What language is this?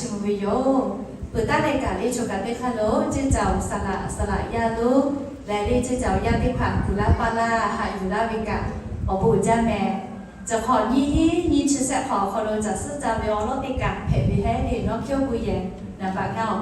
Lahu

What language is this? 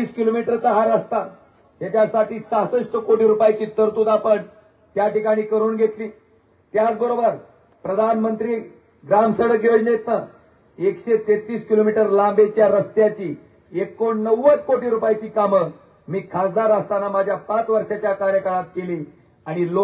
Marathi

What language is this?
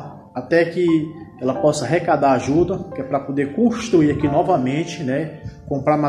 Portuguese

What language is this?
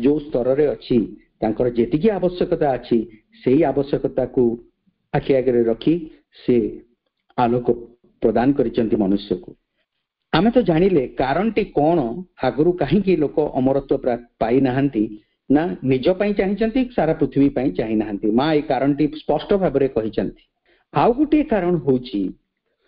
Odia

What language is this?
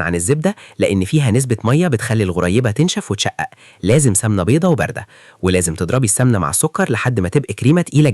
Egyptian Arabic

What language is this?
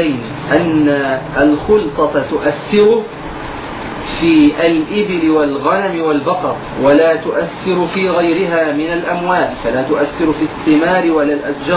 Arabic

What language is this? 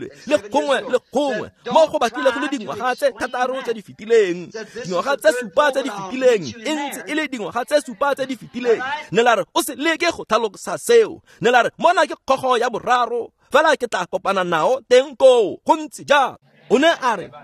Tswana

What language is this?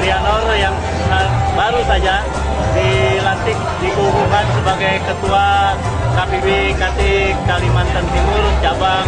Banjar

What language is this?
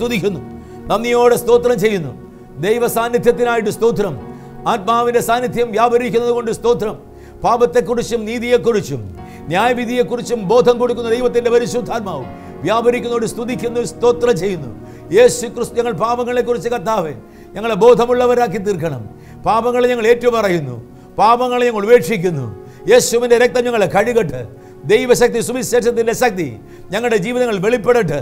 Malayalam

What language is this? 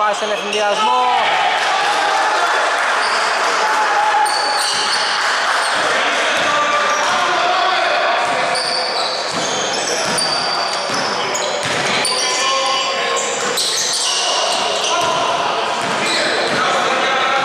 Greek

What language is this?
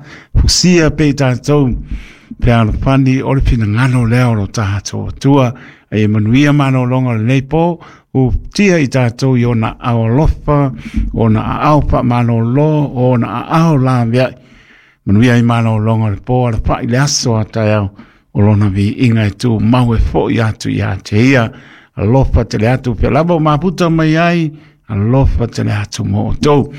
Samoan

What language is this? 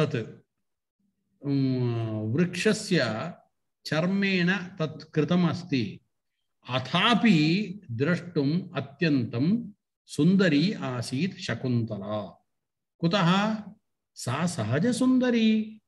Sanskrit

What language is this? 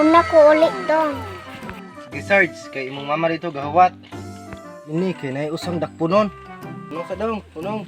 Cebuano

